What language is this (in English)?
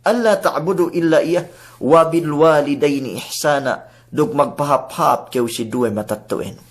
Yakan